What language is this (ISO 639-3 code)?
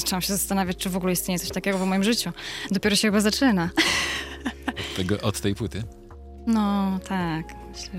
pol